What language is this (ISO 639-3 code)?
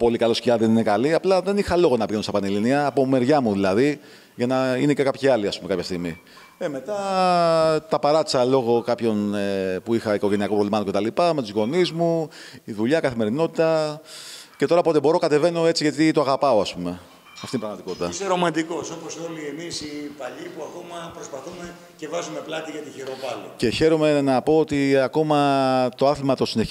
ell